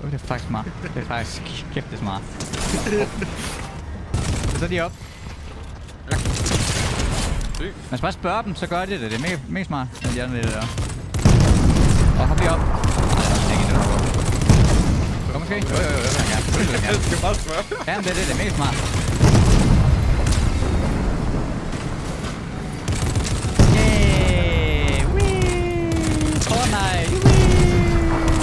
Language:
Danish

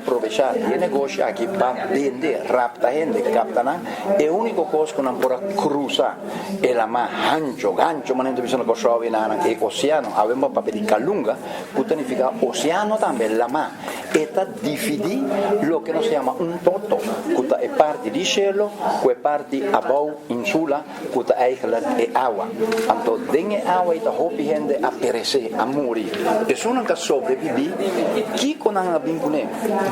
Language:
Papiamento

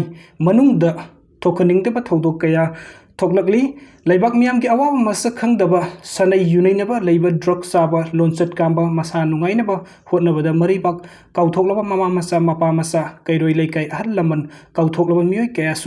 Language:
Manipuri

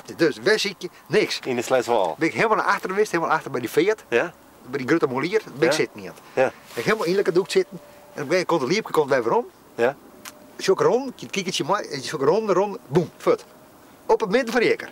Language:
Western Frisian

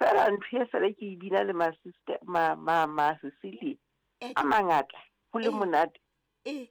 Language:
Southern Sotho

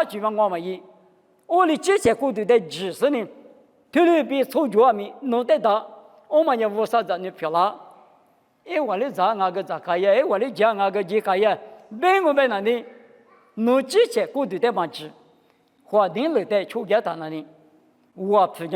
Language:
Lisu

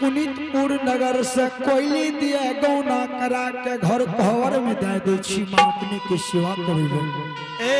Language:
Angika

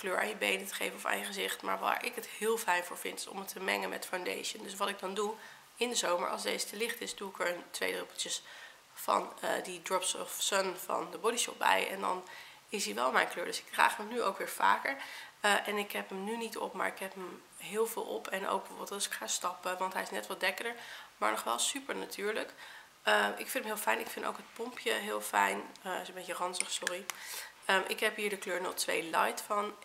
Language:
Dutch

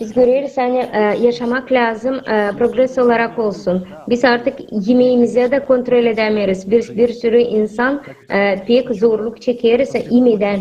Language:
Gagauz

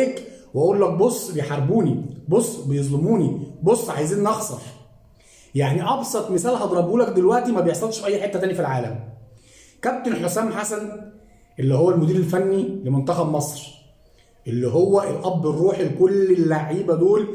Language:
Egyptian Arabic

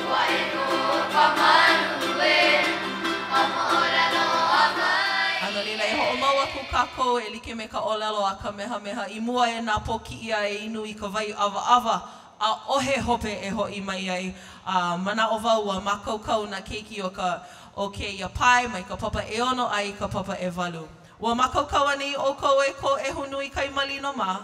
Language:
Hawaiian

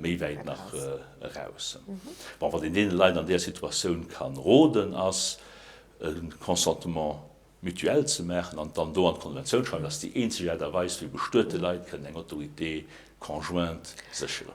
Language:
Luxembourgish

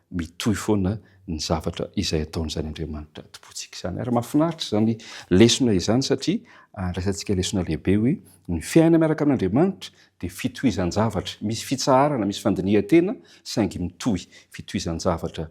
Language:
Malagasy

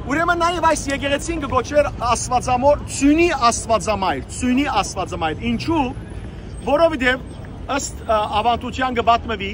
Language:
Western Armenian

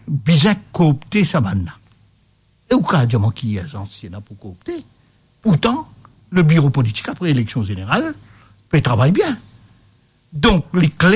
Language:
Morisyen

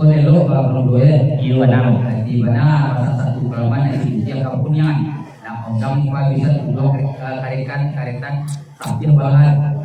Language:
Minangkabau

